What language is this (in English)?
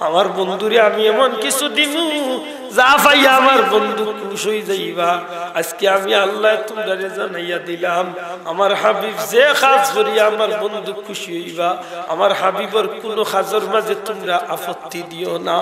Sylheti